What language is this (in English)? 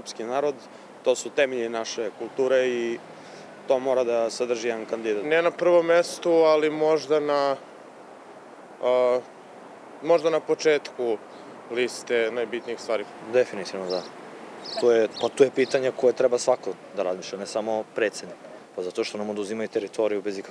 Serbian